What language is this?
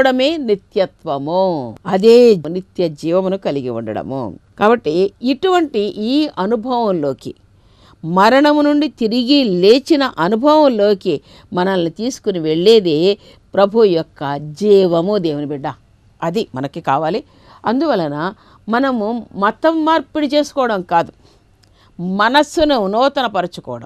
Telugu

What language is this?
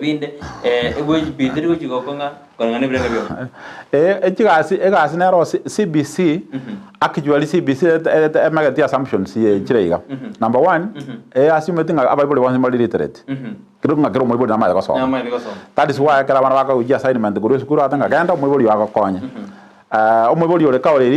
Gusii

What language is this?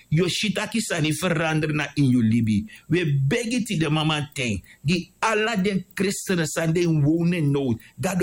Sranan Tongo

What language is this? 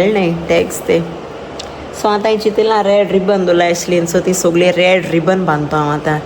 Konkani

